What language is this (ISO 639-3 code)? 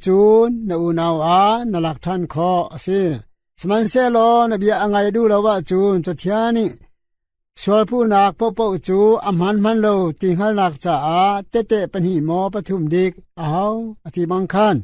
cnh